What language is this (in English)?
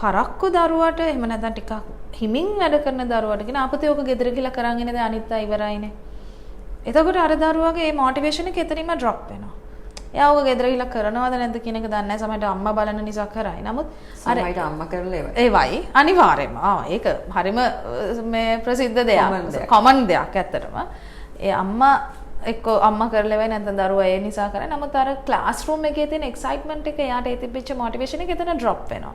Sinhala